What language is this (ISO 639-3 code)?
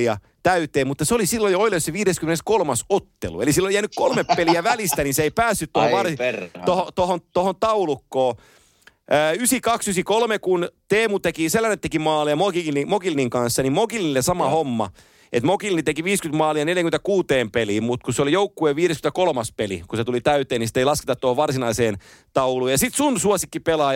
fin